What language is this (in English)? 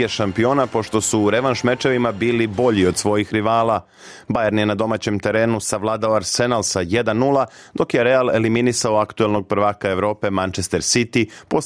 Bosnian